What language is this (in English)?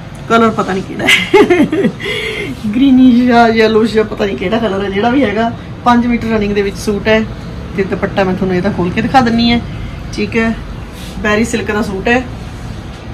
Punjabi